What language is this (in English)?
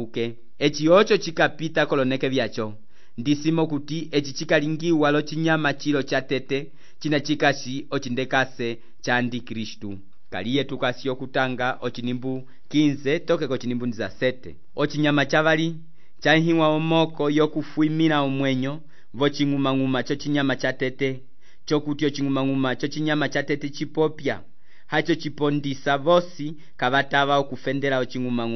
Umbundu